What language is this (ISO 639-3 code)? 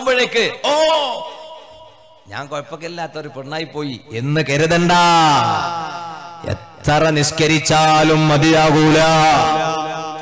mal